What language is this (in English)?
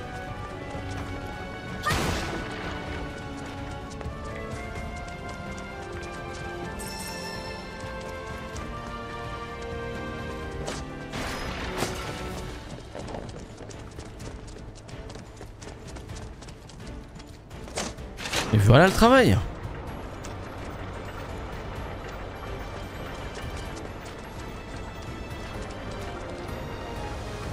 French